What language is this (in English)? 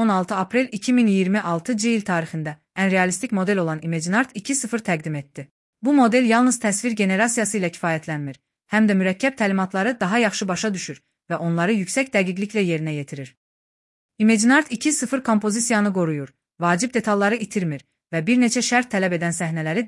Azerbaijani